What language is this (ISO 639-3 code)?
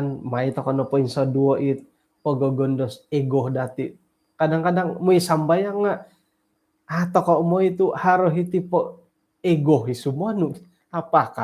dtp